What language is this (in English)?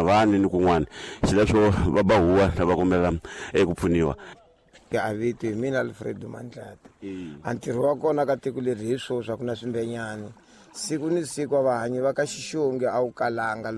Tsonga